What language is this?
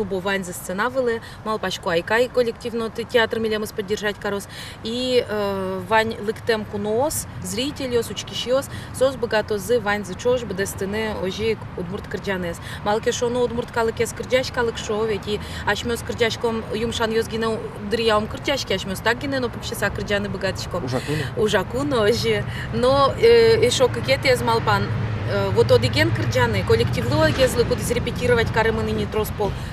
Udmurt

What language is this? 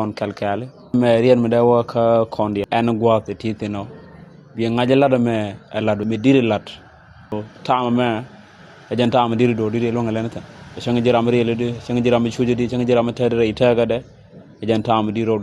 Nuer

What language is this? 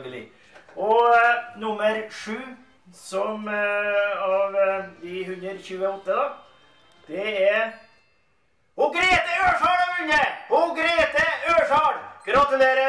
Norwegian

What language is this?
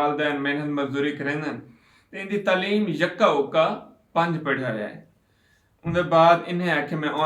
Saraiki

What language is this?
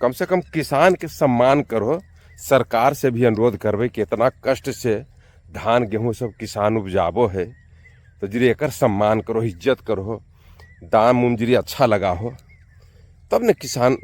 Magahi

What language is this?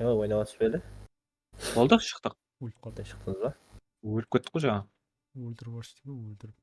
Kara-Kalpak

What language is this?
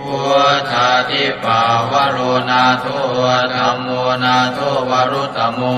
Pali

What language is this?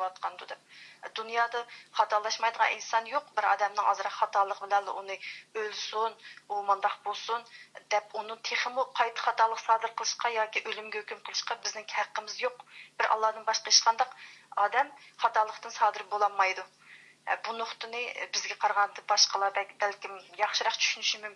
Uyghur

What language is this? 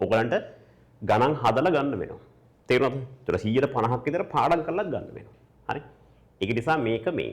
Sinhala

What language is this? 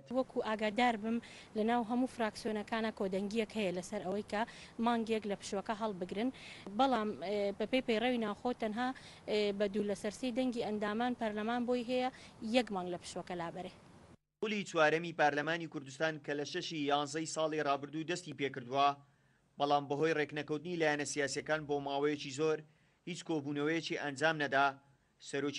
Central Kurdish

